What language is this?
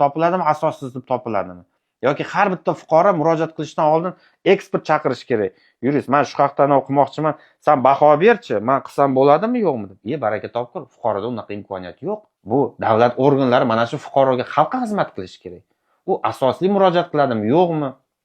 Uzbek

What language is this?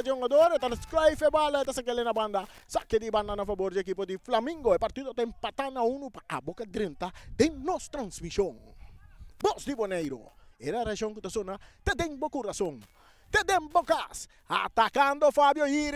Papiamento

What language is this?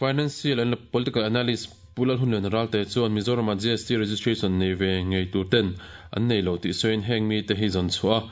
Mizo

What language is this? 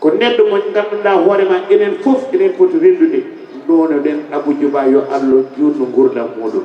Fula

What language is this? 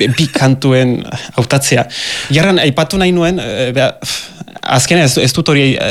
Basque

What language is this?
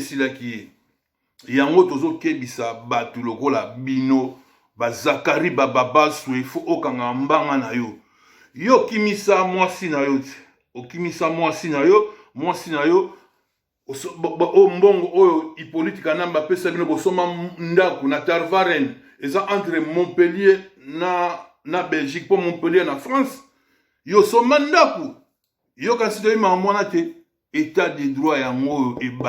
Lingala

